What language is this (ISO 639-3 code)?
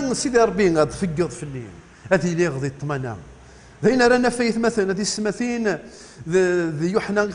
kab